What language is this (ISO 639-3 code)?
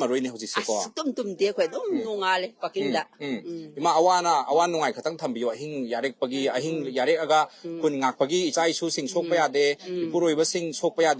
mni